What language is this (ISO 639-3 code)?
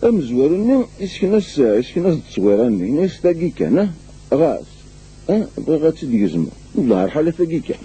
kab